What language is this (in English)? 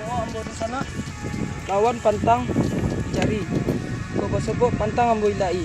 Minangkabau